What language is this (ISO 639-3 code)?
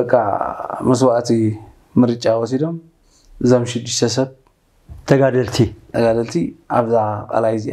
tir